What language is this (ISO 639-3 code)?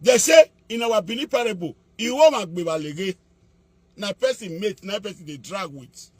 pcm